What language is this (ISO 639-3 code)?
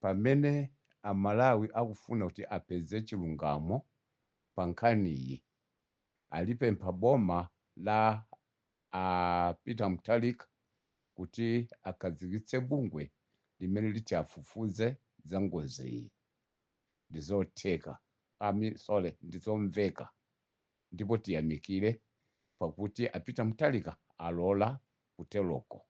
nya